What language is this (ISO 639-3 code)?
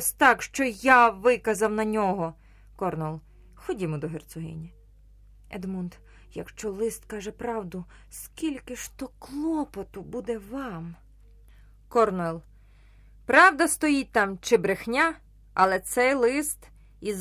ukr